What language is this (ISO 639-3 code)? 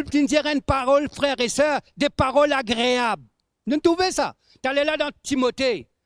mfe